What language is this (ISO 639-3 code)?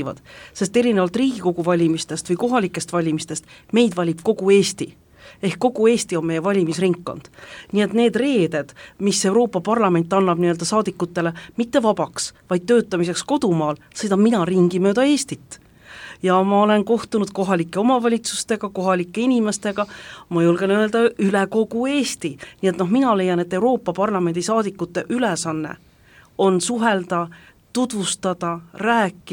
est